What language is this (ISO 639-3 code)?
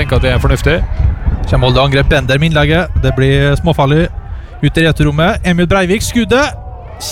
nor